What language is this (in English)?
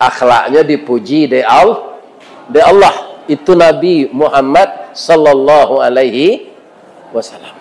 Minangkabau